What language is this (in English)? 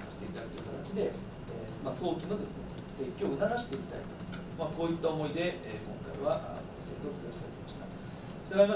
Japanese